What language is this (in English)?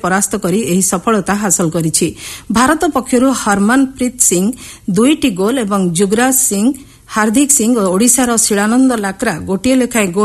Odia